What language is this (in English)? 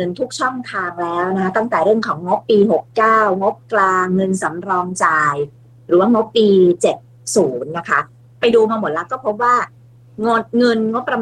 Thai